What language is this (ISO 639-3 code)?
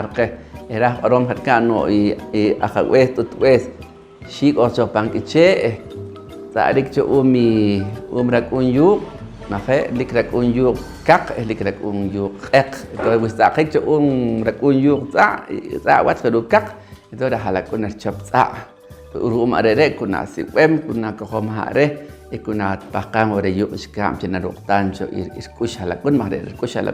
poh